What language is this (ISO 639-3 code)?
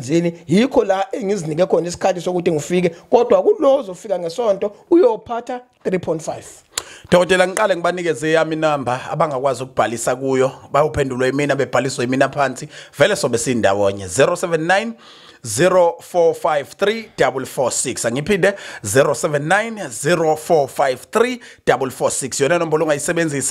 zul